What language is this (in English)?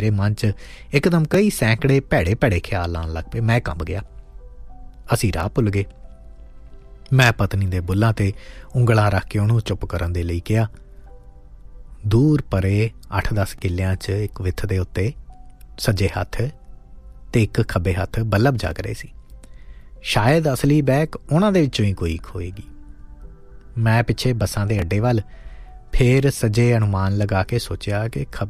Punjabi